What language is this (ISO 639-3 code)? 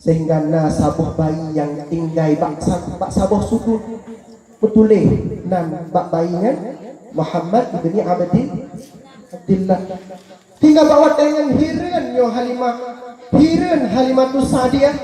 ace